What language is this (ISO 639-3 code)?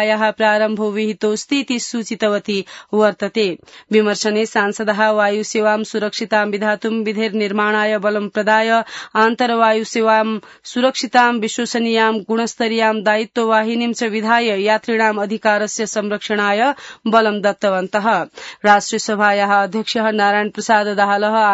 san